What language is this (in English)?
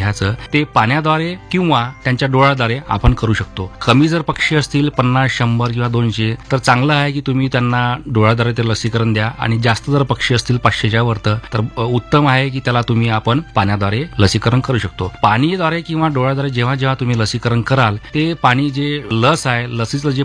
Marathi